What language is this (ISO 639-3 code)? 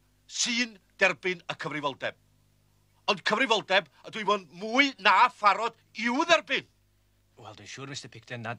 cym